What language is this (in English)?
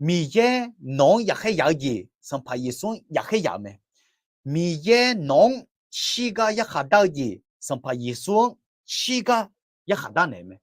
Akha